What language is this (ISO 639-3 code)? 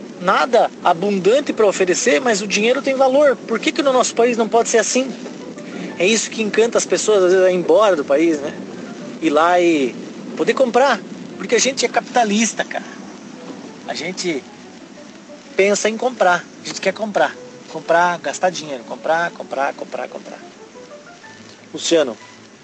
por